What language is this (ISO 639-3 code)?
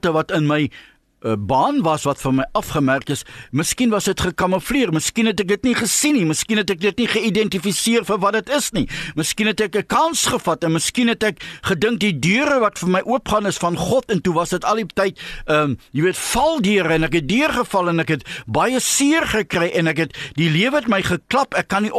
afr